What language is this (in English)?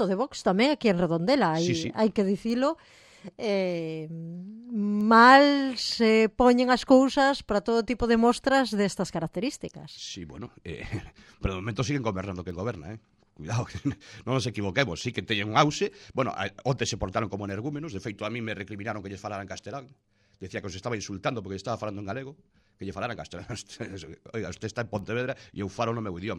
Galician